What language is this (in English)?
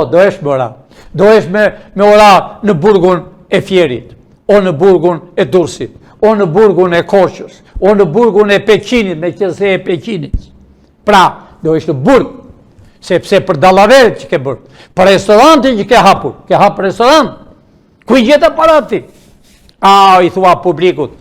Albanian